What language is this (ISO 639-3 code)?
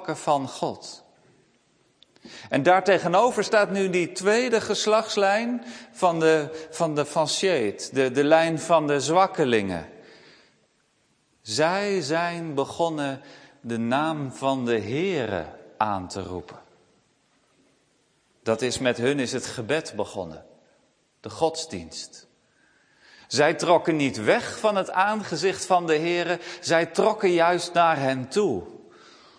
nld